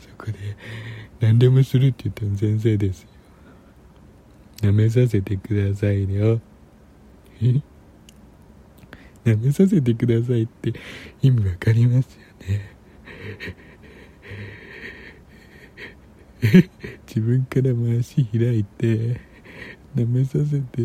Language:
Japanese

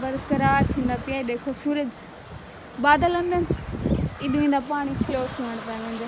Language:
Saraiki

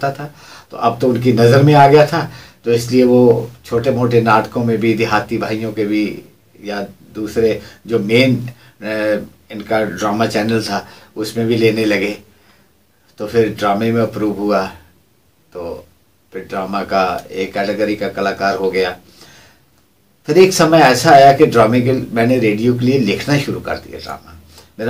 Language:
Hindi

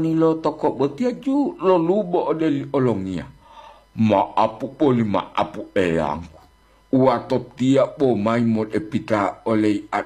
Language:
Gorontalo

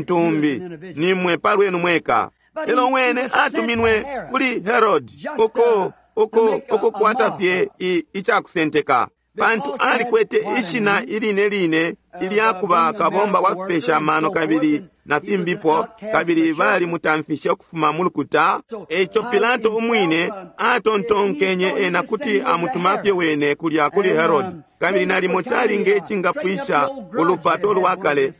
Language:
Bemba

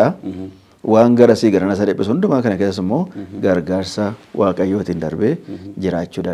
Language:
Oromo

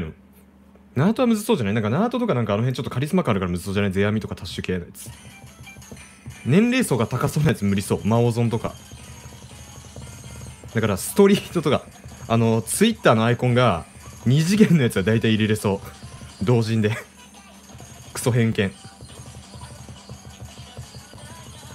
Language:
Japanese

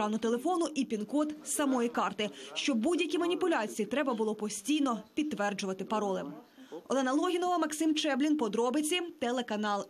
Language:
Ukrainian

